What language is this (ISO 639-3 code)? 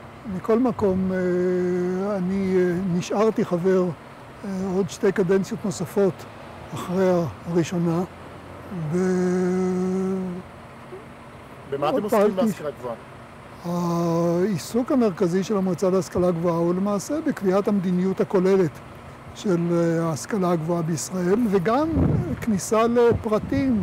heb